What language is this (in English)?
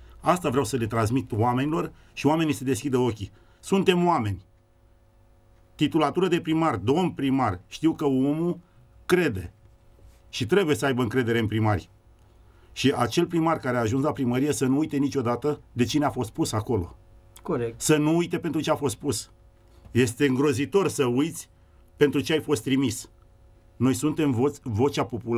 Romanian